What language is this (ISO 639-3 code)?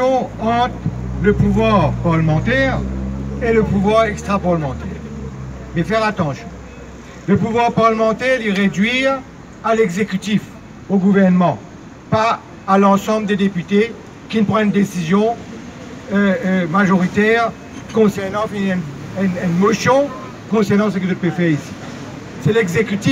mfe